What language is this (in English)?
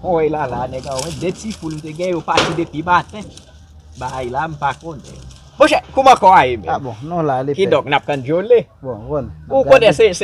Haitian Creole